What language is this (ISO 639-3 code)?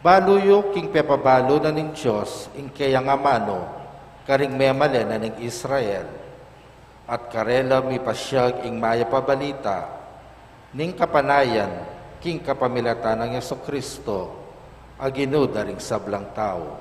pam